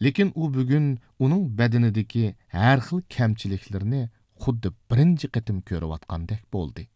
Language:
Uyghur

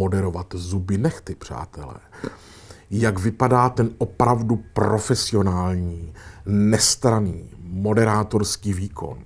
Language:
Czech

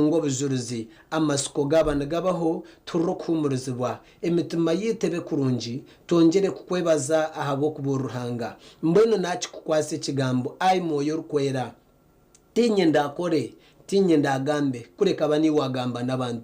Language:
Nyankole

